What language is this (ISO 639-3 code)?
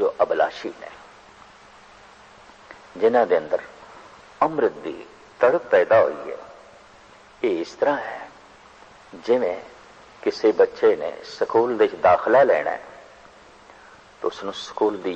pan